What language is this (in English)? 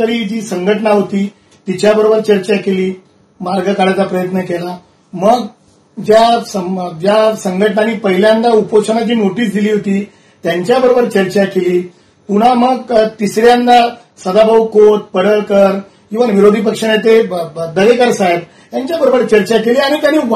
Marathi